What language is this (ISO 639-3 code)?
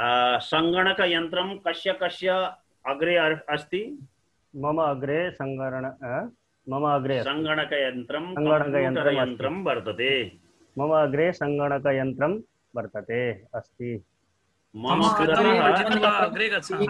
san